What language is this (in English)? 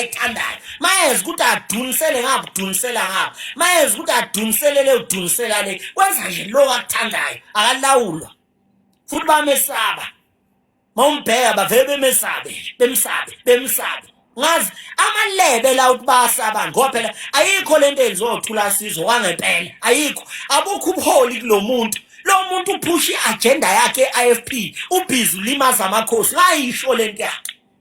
Zulu